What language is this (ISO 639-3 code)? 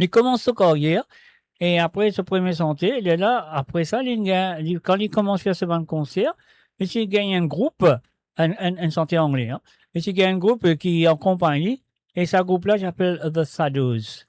mfe